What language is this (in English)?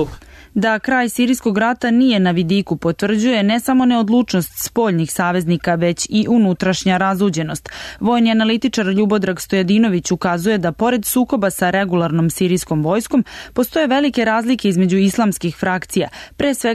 Serbian